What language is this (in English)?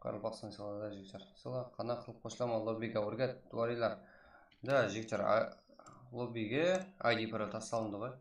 Kara-Kalpak